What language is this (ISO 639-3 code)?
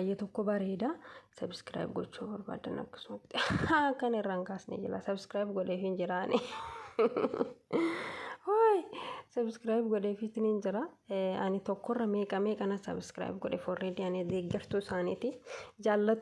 orm